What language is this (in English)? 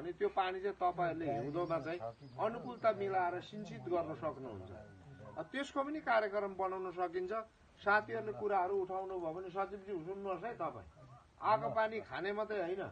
Nepali